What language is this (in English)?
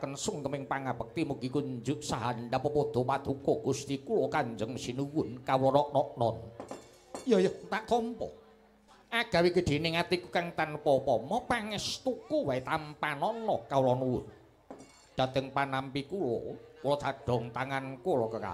Javanese